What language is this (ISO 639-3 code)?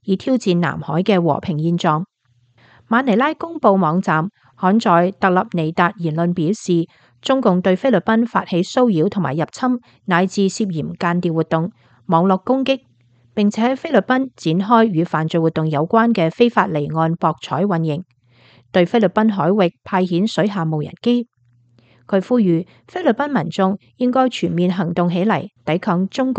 yue